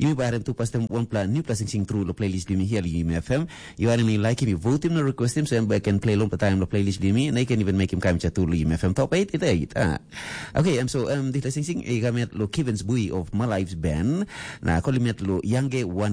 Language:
Tok Pisin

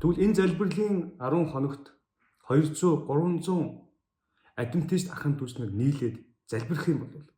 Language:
Mongolian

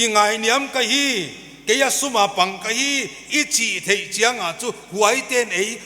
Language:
Paite Chin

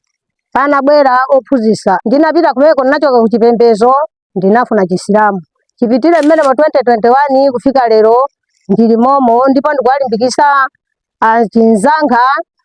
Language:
Nyanja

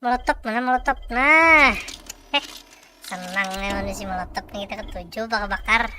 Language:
Banjar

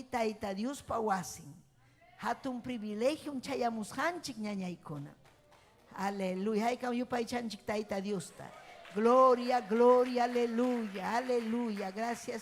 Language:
Ayacucho Quechua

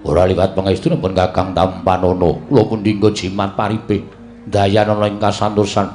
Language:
Javanese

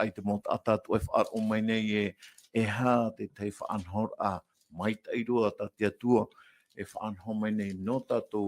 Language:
Tahitian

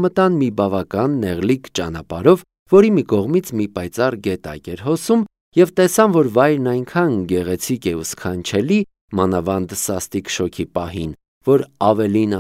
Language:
Armenian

